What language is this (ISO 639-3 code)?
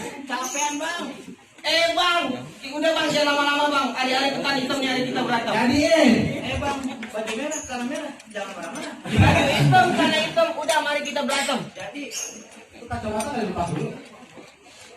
bew